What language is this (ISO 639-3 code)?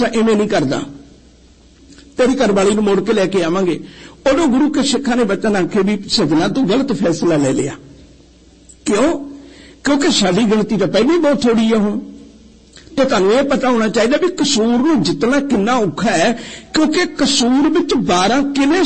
pan